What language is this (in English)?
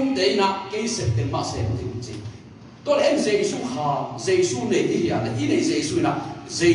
Tedim Chin